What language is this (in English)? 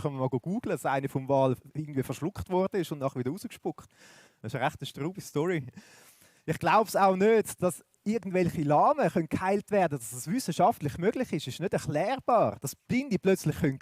Swiss German